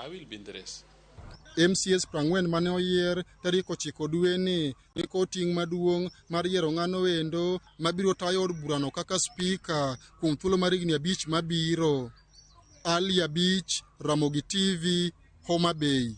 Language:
Luo (Kenya and Tanzania)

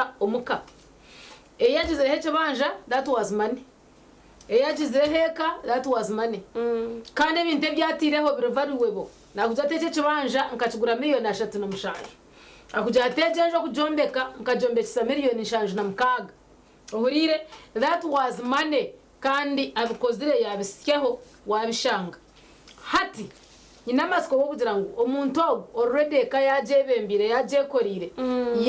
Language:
Nyankole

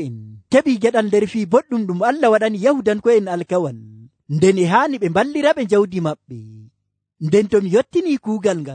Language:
Nigerian Fulfulde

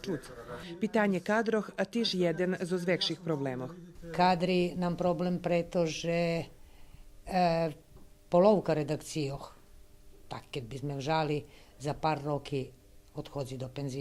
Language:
Rusyn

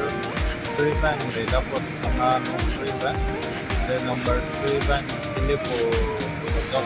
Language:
Karbi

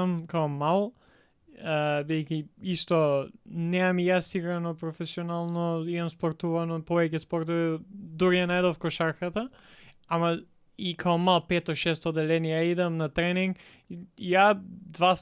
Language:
Macedonian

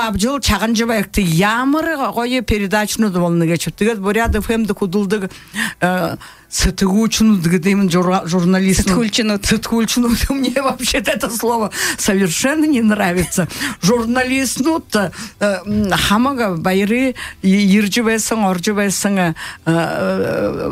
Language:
Buriat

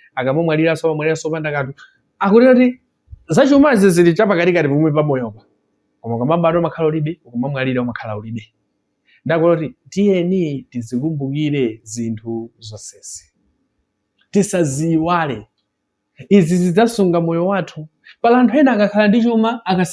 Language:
Nyanja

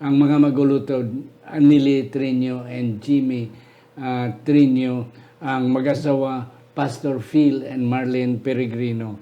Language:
Hiligaynon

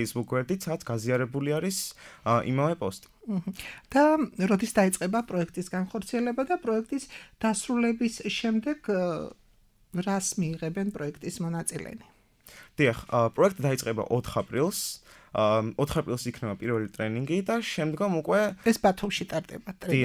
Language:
Georgian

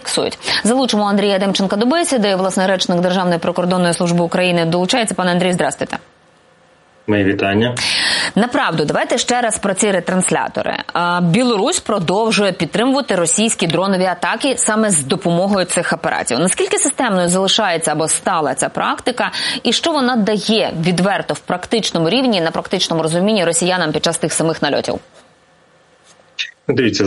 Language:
Ukrainian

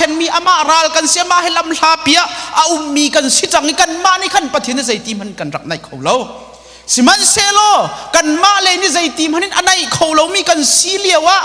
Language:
Hakha Chin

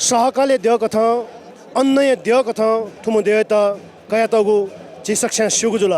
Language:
Newari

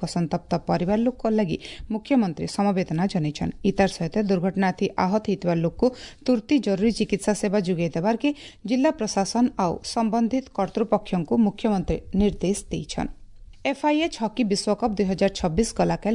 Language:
Odia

